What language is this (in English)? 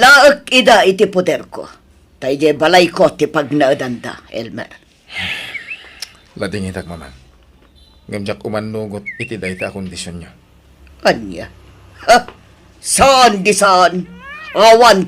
Iloko